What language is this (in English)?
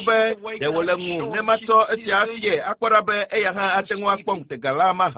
Ewe